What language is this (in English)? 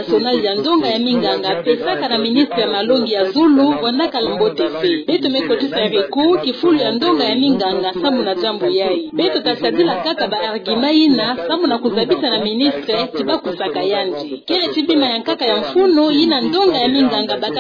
Kituba (Democratic Republic of Congo)